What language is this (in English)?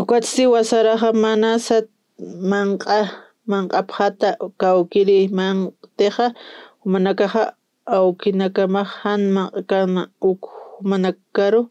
Aymara